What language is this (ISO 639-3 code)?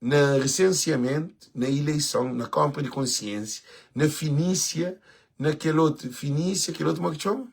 kea